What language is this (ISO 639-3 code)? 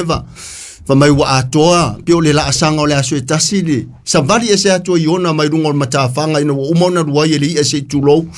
smo